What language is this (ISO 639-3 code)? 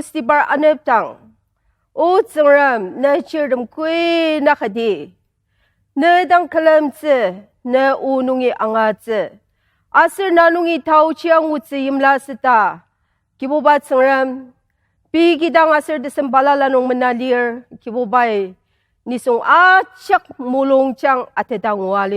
njo